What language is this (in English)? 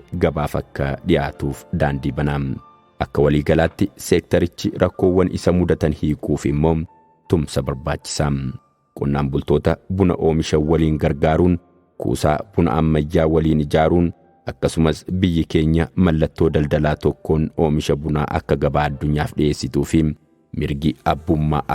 Oromo